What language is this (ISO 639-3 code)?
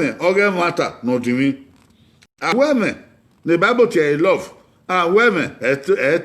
bin